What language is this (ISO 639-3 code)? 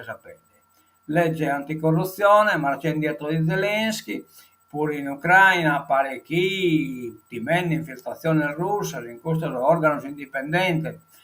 srd